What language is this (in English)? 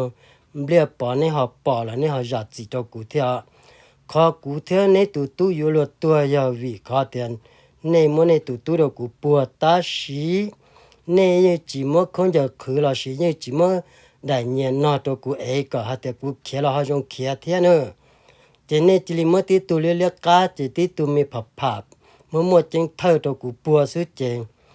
Hmong